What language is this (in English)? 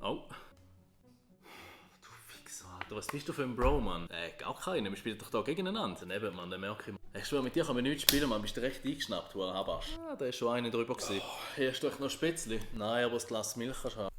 Swiss German